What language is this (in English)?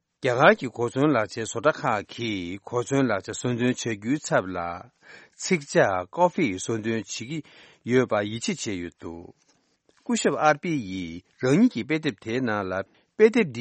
Tibetan